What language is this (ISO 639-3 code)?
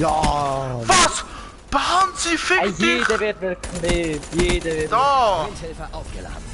gsw